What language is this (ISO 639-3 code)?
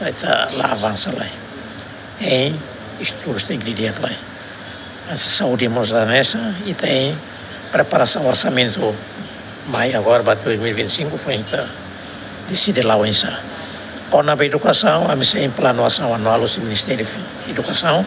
tet